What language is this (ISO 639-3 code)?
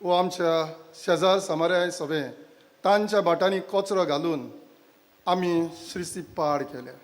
kok